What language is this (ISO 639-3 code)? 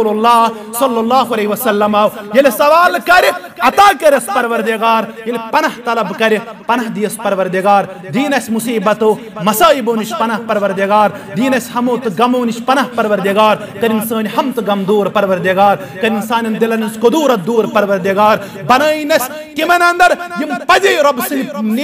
kas